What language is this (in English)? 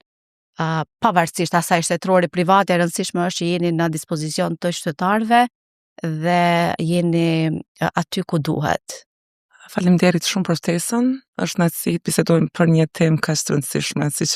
Albanian